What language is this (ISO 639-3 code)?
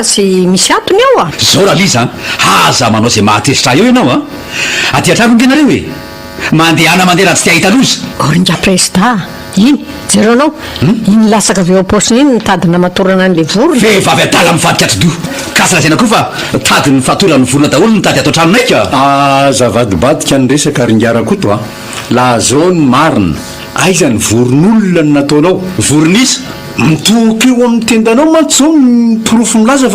mlg